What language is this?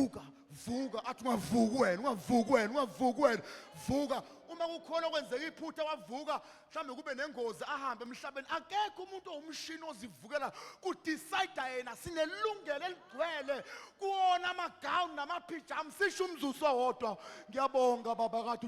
Zulu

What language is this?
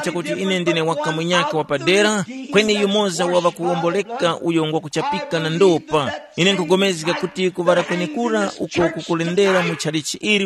Tumbuka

